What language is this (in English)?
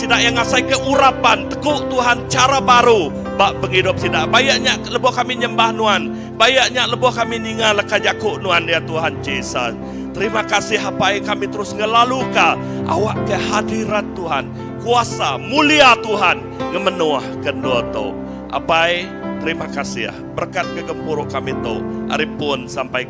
Iban